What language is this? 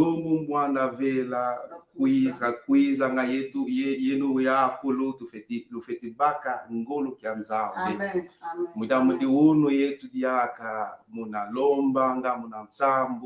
Kongo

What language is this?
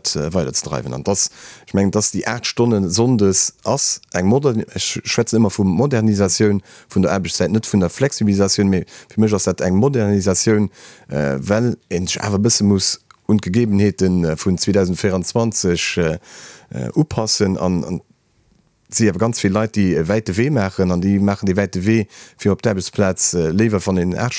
Luxembourgish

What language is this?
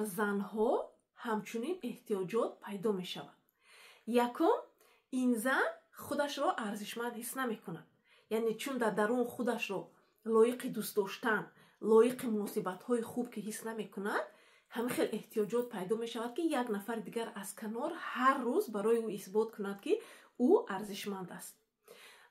Tajik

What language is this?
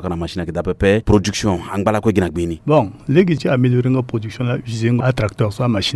Sango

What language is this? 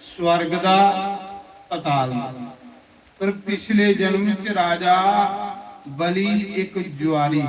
Dogri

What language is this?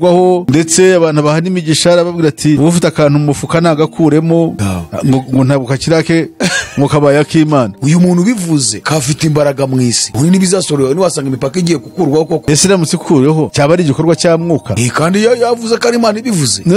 Kinyarwanda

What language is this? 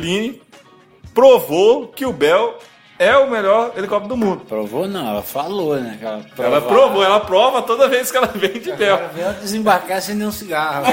Portuguese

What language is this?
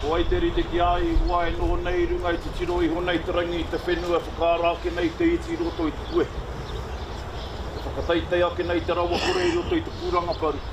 Māori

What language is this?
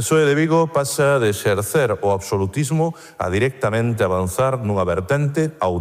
Galician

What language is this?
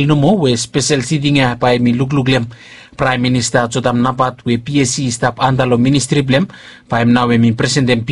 Bislama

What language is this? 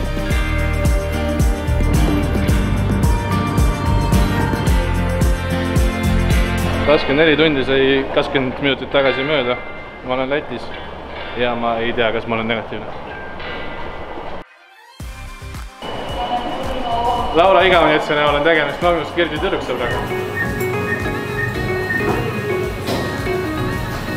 Estonian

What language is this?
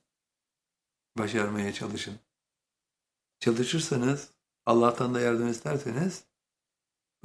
Turkish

